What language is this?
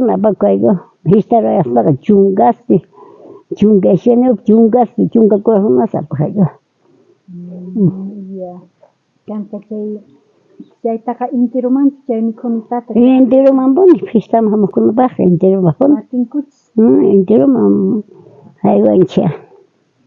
South Bolivian Quechua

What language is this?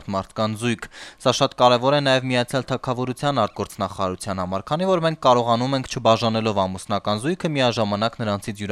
Armenian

